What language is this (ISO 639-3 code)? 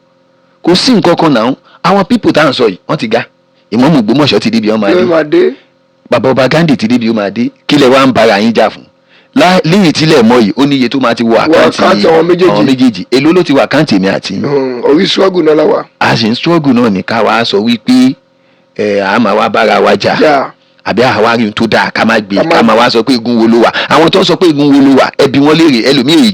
yor